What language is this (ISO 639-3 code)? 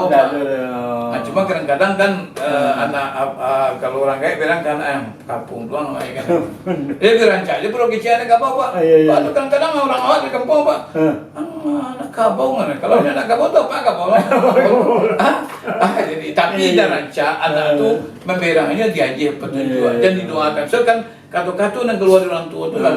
min